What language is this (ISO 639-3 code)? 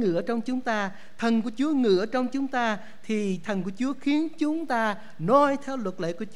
vie